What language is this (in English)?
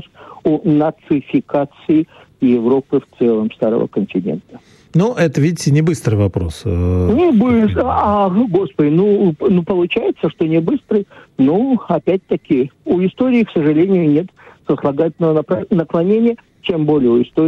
Russian